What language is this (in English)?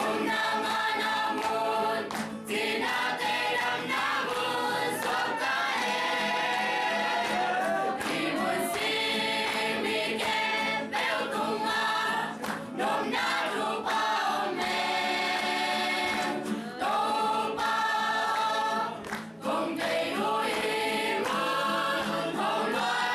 Tedim Chin